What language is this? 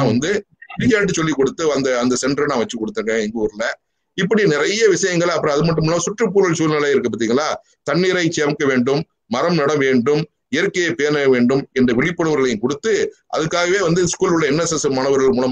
Tamil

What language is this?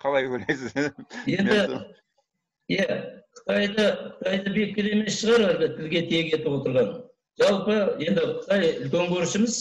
Kazakh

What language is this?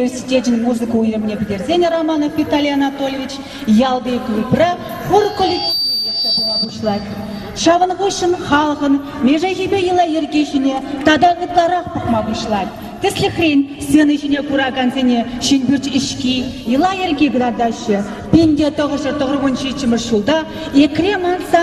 Chuvash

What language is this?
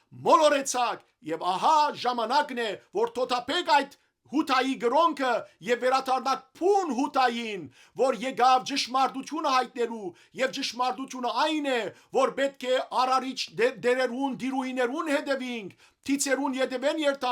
Western Armenian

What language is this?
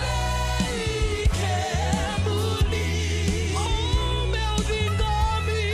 Fijian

